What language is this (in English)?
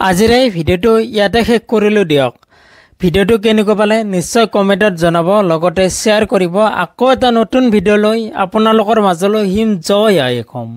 Assamese